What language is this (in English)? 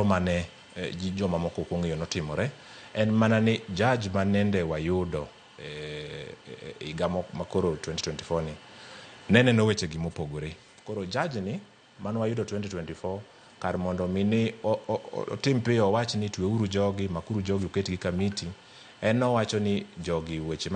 Luo (Kenya and Tanzania)